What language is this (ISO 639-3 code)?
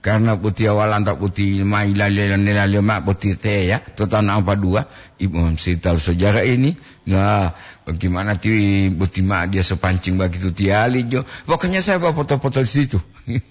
gor